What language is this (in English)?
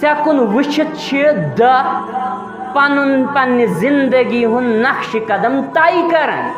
Kashmiri